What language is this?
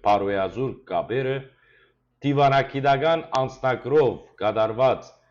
Western Armenian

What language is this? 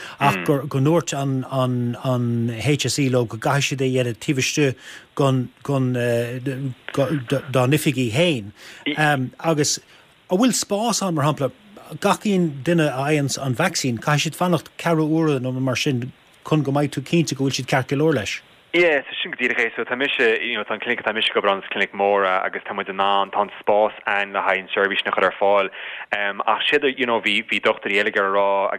Irish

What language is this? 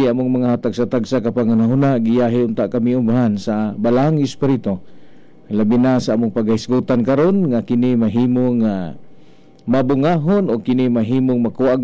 Cebuano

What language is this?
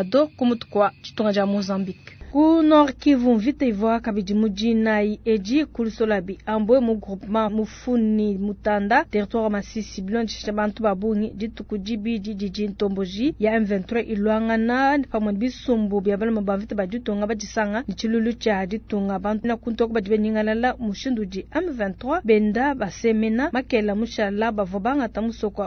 Luba-Lulua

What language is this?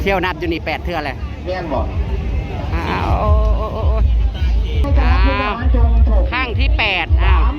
Northeastern Thai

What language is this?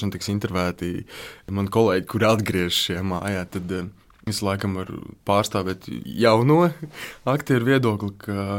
Latvian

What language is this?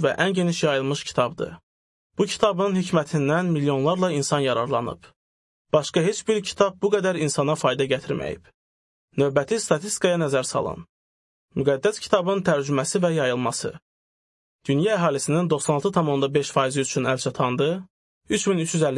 Azerbaijani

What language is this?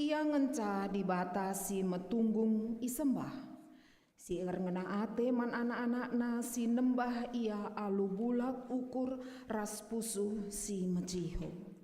Batak Karo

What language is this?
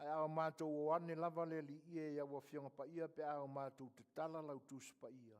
Samoan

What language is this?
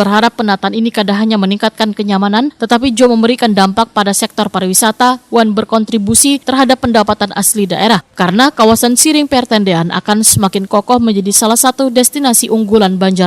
Banjar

